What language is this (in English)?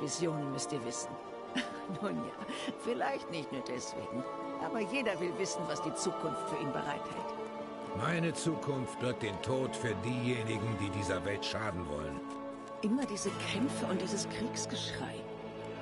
German